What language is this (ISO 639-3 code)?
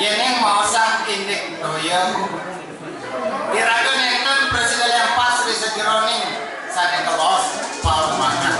ban